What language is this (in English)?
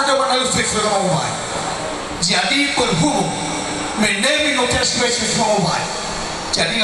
Nias